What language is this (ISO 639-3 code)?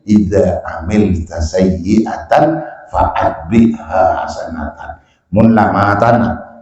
mad